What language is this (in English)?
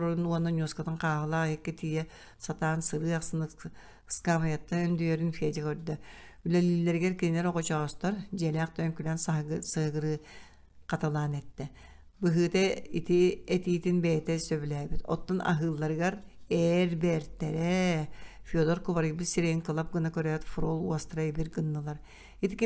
Yakut